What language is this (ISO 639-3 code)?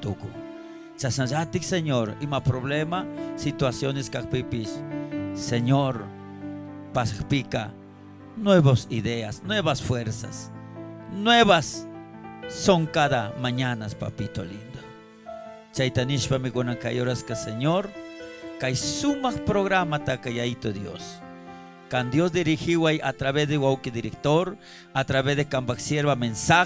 qug